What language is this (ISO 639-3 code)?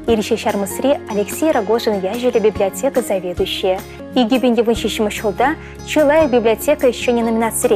chv